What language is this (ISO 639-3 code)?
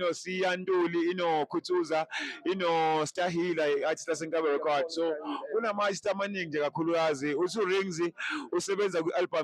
zul